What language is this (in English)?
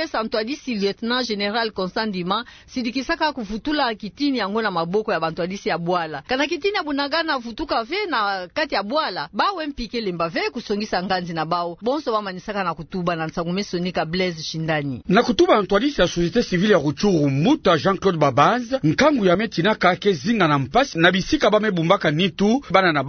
Kituba (Democratic Republic of Congo)